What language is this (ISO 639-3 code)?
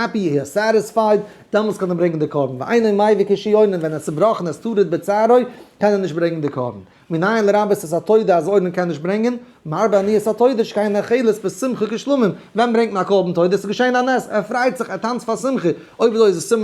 yid